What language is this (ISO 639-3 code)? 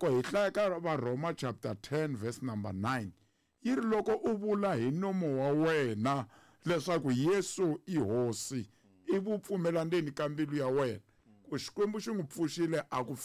tso